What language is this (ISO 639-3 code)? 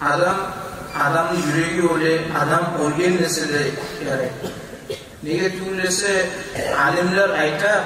kum